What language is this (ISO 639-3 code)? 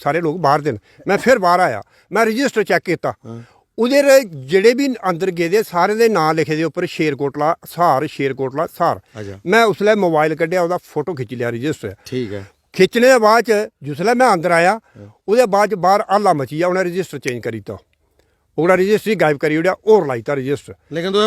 doi